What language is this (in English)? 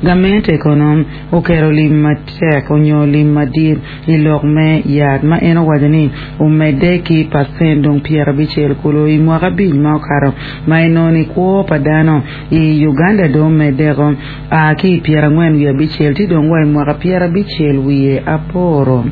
Acoli